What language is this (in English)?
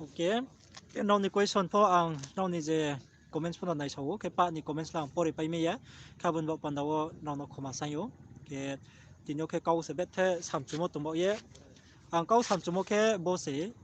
Riang (India)